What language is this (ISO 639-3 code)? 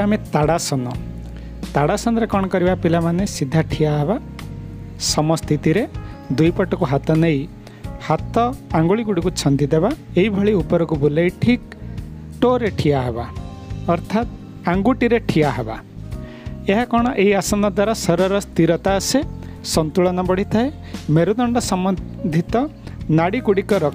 ori